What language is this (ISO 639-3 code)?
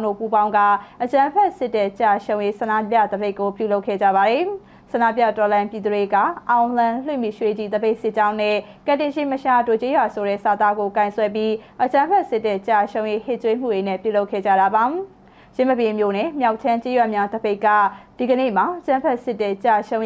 mya